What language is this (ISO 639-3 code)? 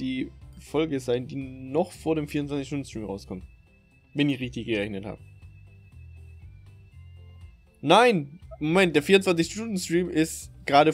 deu